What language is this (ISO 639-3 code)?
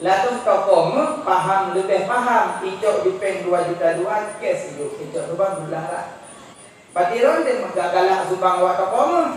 ace